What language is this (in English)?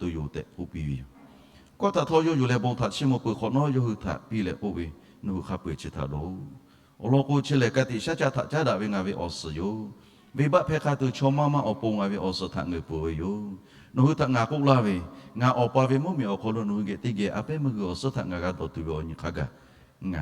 Lahu